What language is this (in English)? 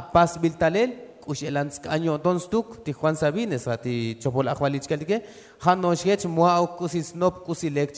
Tzotzil